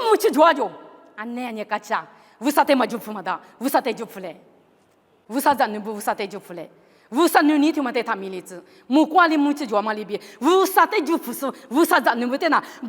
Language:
Lisu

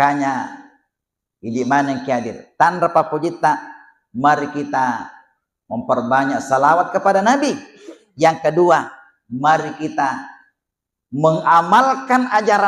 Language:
Buginese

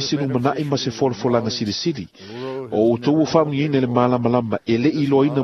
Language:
Samoan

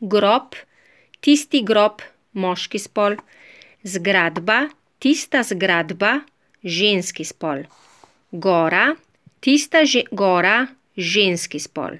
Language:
Slovenian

